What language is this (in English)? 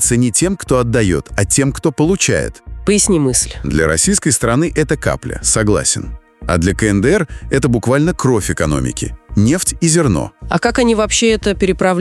Russian